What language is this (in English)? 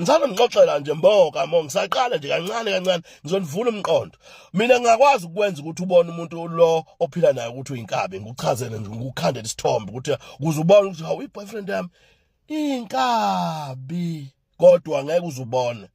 Zulu